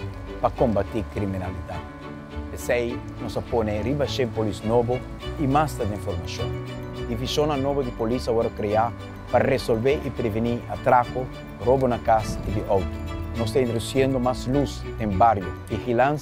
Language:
Papiamento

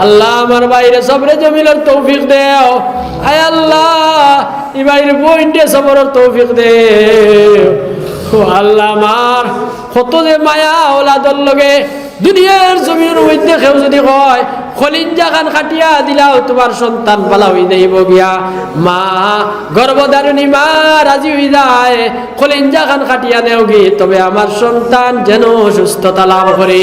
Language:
Sylheti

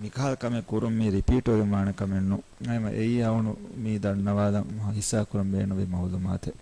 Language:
Divehi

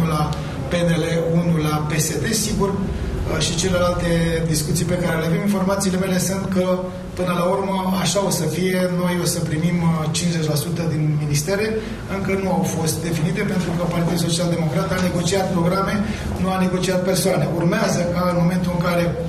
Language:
Romanian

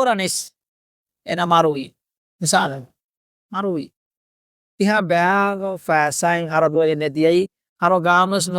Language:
Divehi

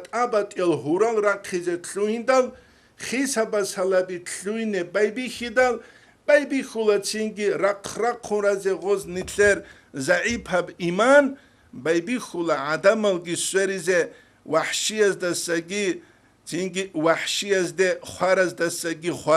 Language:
Avaric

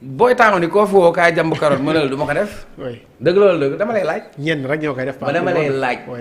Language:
Wolof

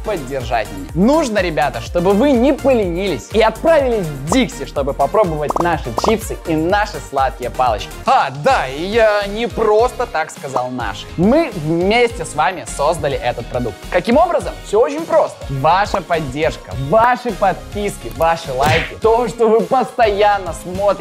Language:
Russian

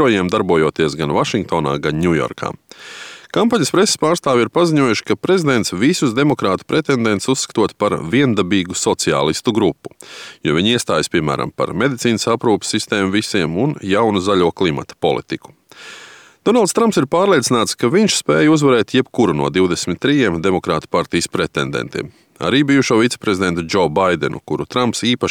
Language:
Latvian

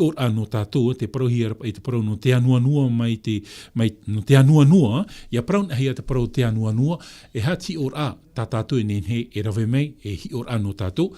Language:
Tahitian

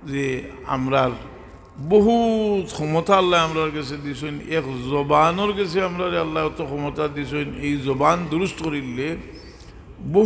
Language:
Sylheti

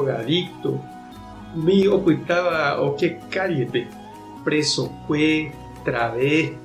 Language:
Guarani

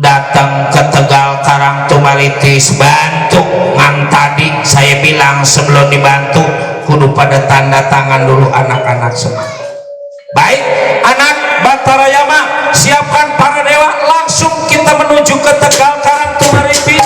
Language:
Betawi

